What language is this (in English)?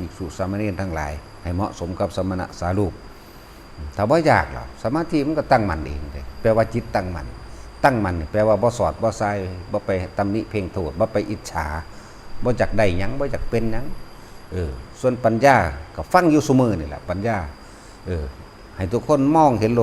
Northeastern Thai